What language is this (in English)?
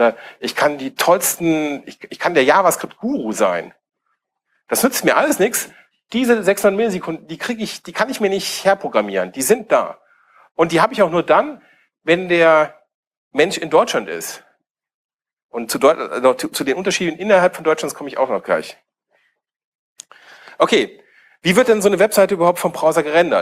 German